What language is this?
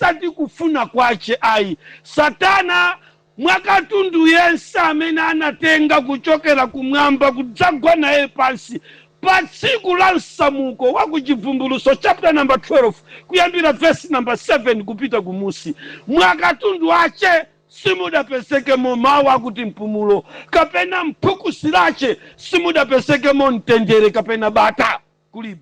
Nyanja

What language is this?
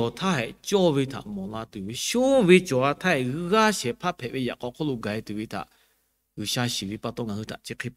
Lahu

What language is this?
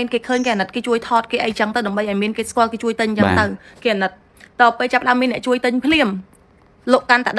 Khmer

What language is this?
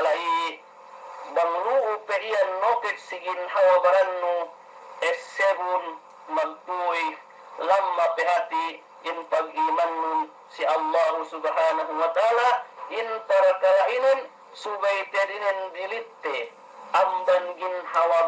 Yakan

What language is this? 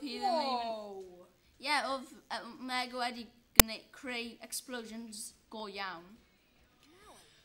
Welsh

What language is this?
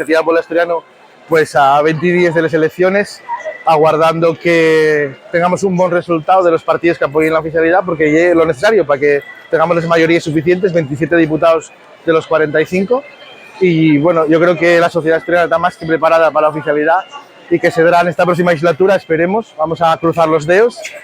Asturian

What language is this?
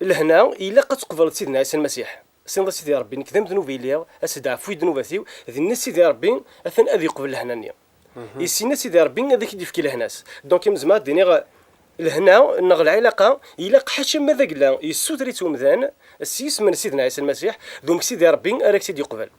Kabyle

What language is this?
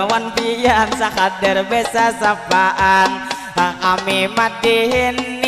Banjar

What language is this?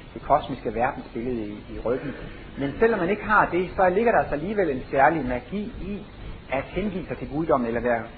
Danish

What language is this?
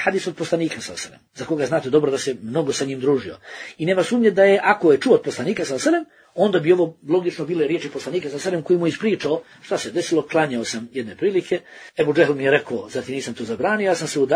Bosnian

